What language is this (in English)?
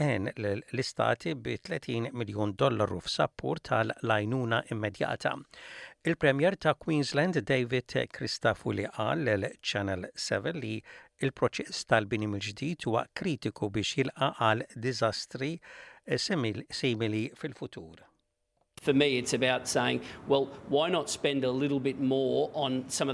Maltese